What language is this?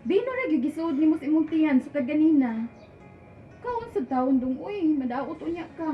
Cebuano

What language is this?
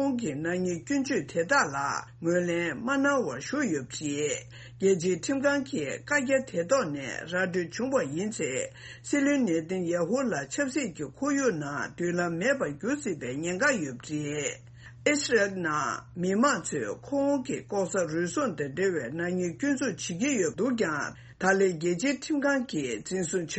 Tibetan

